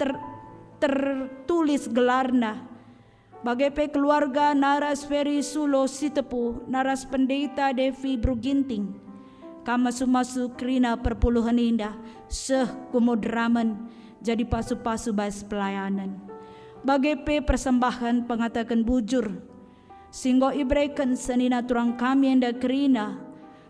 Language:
Batak Karo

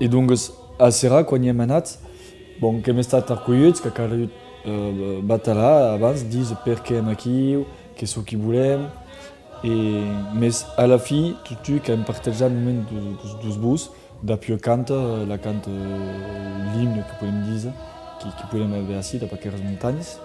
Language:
Occitan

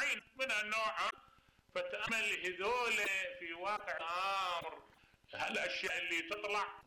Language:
Mesopotamian Arabic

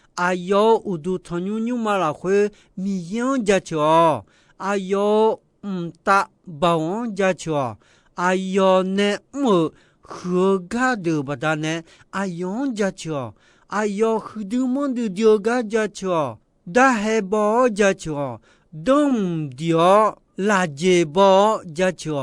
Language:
Akha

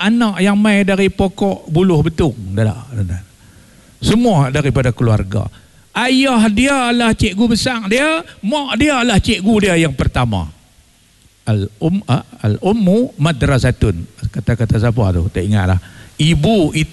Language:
Malay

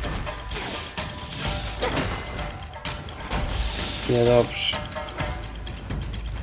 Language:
Polish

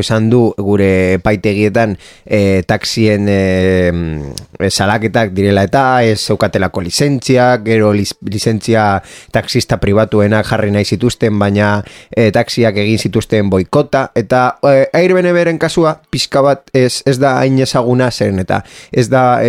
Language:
Basque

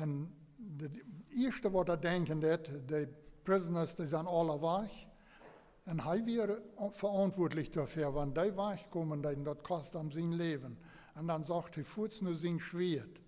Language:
Plautdietsch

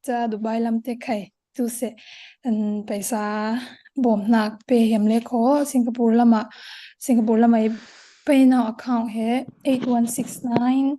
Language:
Falam Chin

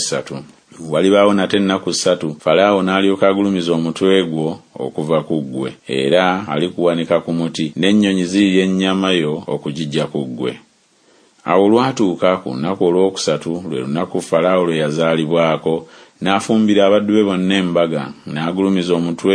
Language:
Ganda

